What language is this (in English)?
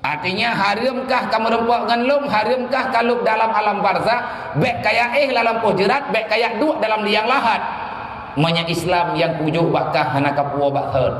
Achinese